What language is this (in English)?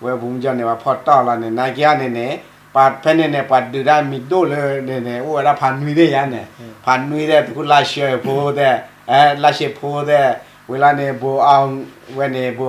S'gaw Karen